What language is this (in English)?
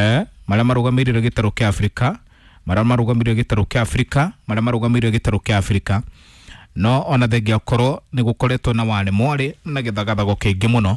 Kikuyu